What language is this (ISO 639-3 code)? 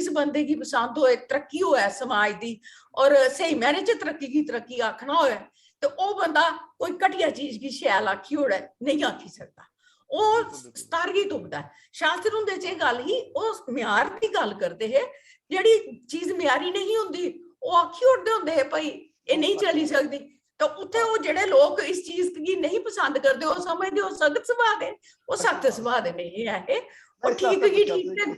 doi